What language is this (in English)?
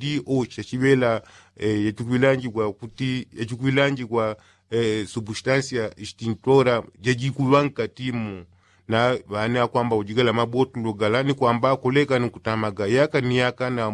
Yao